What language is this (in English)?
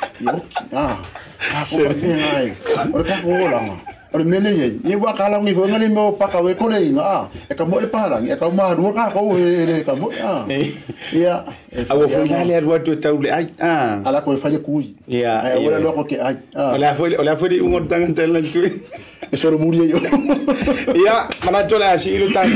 Samoan